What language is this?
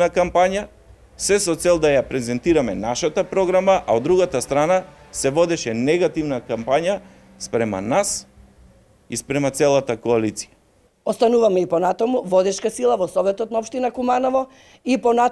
Macedonian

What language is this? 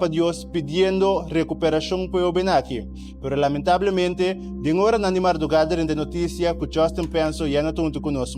Papiamento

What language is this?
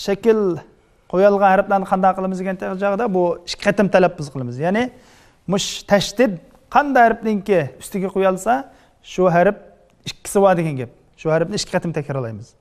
Uyghur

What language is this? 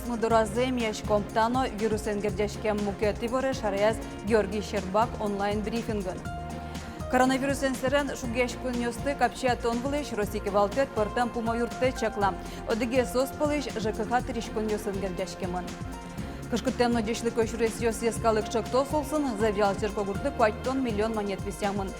Udmurt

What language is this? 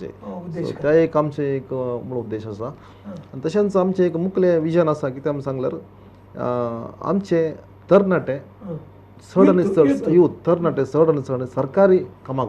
Konkani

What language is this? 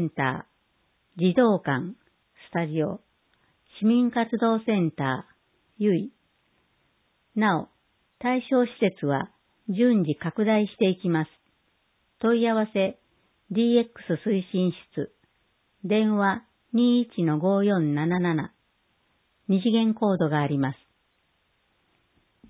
Japanese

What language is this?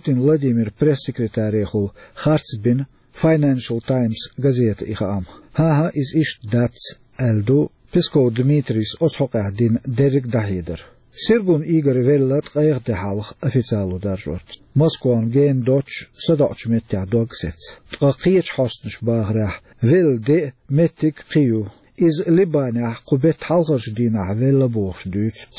Chechen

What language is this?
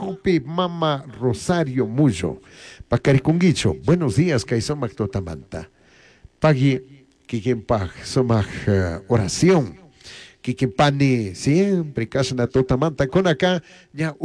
Chimborazo Highland Quichua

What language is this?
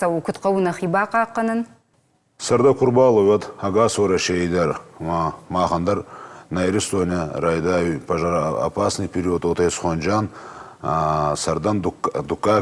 Ossetic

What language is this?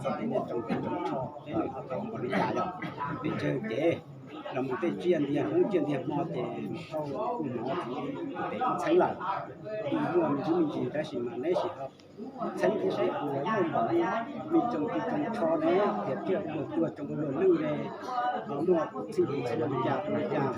Hmong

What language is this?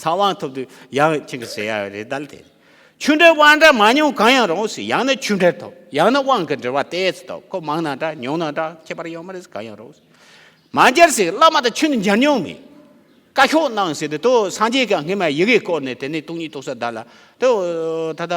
Tibetan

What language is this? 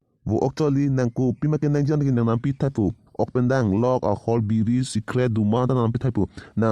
Karbi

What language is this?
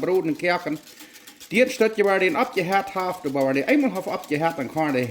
Plautdietsch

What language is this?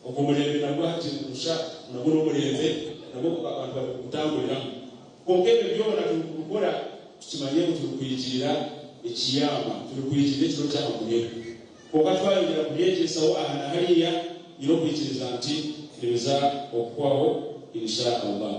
Nyankole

